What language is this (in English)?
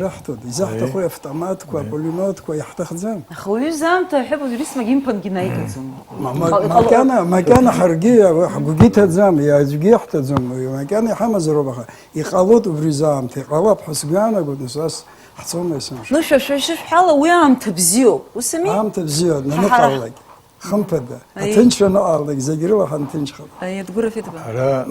Abkhazian